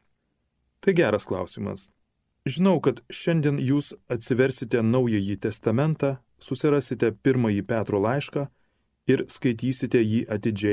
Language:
Lithuanian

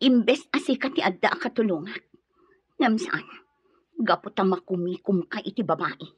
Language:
Iloko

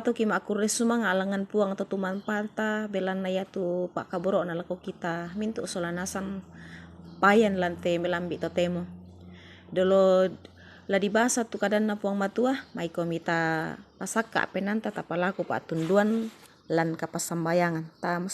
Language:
Toraja-Sa'dan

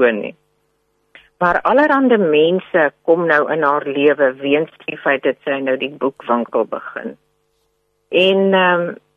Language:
Afrikaans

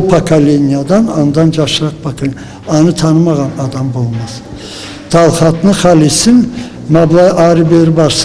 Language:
Karachay-Balkar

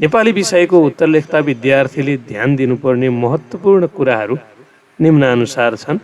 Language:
Nepali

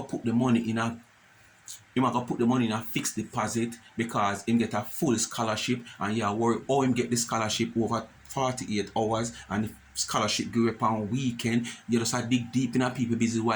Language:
Jamaican Creole English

